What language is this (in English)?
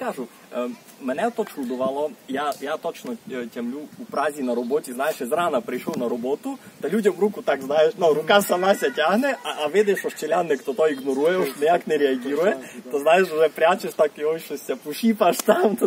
Rusyn